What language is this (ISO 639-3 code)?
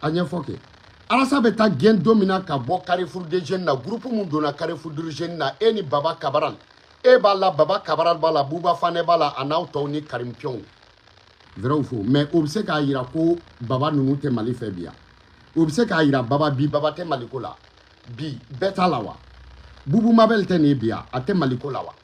bam